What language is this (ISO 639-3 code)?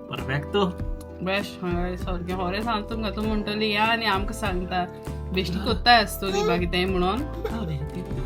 kok